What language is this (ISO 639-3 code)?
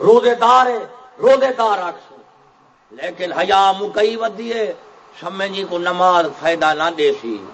skr